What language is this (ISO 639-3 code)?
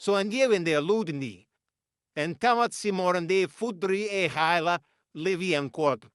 ful